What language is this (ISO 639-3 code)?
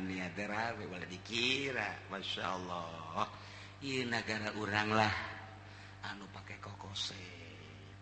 sun